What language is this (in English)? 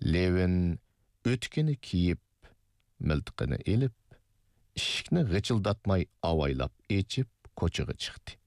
Uyghur